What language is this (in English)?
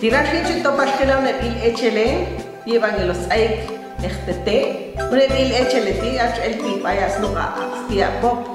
Popti'